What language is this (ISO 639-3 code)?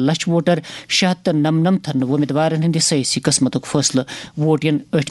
kas